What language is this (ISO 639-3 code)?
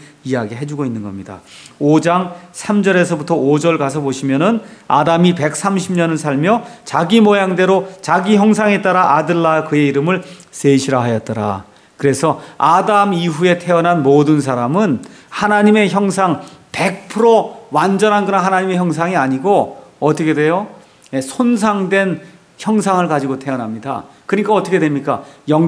kor